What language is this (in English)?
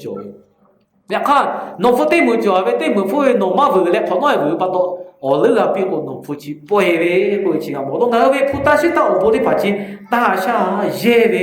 Lahu